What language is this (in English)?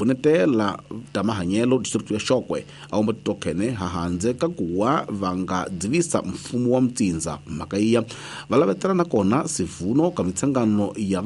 Tsonga